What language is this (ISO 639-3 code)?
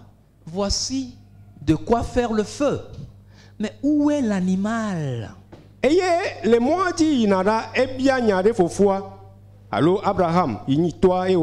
ewe